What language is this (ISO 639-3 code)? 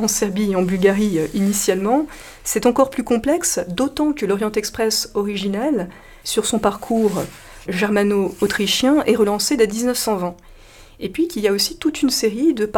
fra